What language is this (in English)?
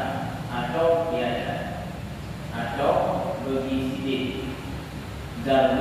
Achinese